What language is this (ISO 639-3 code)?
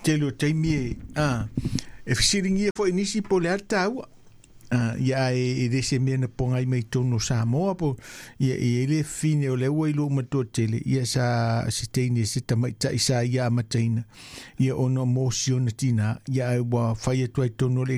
smo